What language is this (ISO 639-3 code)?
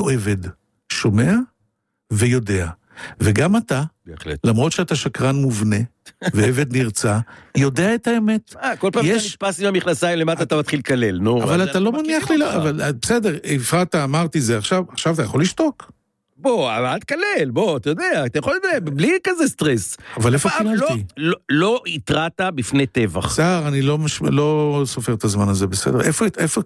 heb